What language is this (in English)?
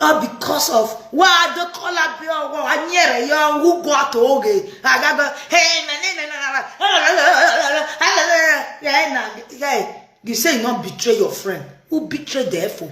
Nigerian Pidgin